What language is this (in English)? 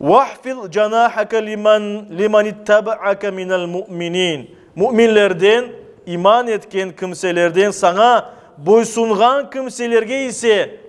Crimean Tatar